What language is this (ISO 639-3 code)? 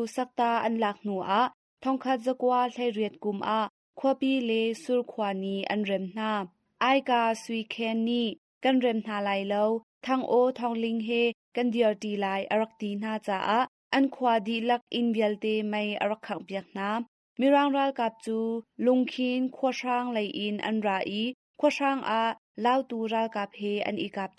cnh